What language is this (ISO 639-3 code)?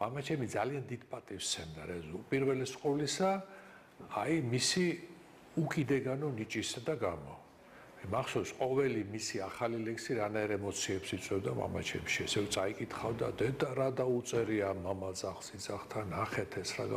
kat